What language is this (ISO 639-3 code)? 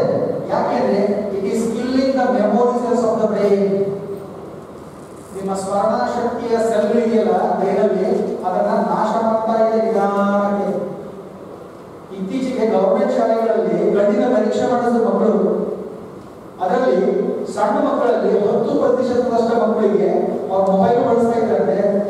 kan